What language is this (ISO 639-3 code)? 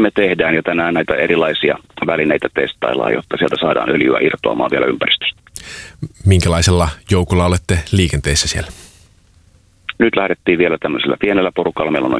fin